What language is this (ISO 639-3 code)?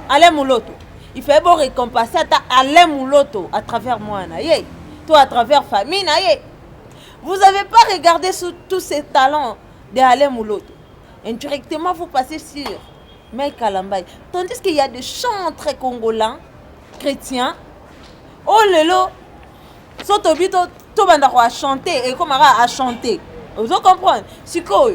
lin